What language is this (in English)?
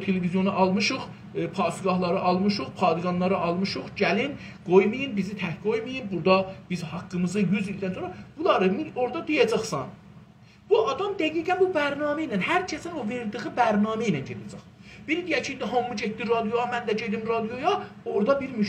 South Azerbaijani